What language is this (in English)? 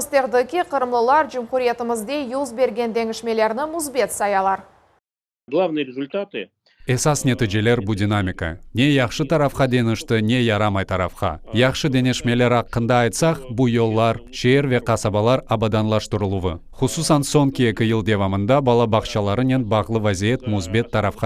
Crimean Tatar